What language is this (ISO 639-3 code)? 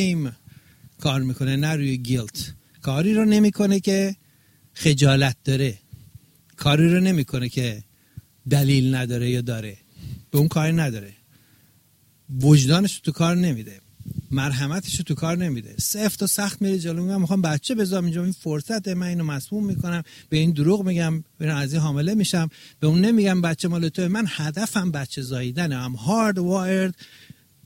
fas